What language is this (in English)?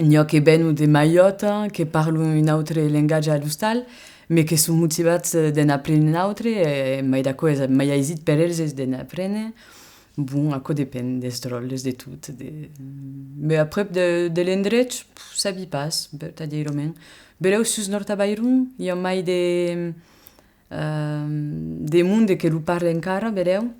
Occitan